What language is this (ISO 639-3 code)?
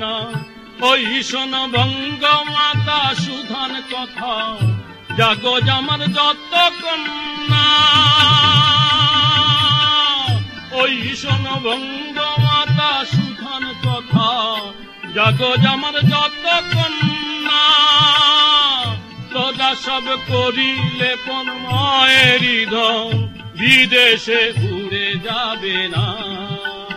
ben